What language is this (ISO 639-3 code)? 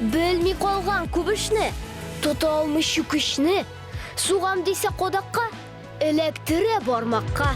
tat